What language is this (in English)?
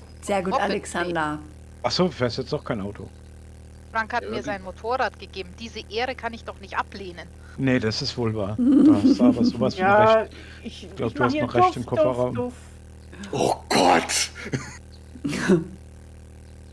German